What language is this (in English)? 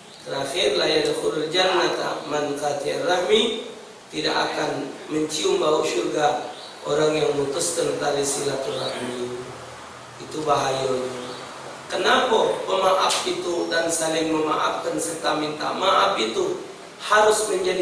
Musi